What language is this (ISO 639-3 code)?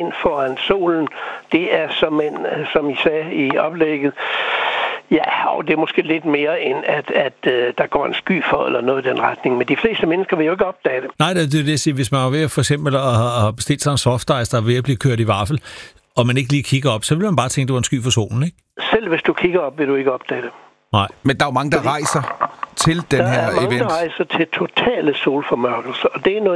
dan